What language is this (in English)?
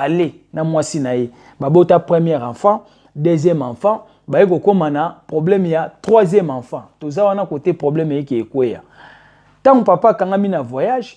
Lingala